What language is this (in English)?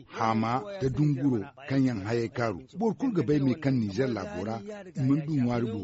Zarma